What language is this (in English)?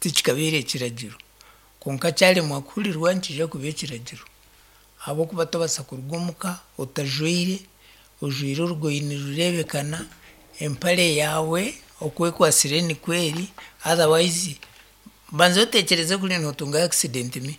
Nyankole